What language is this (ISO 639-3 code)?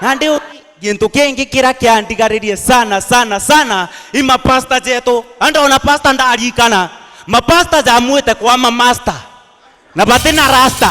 mer